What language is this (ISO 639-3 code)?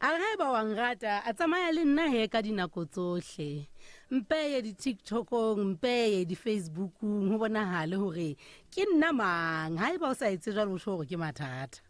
sot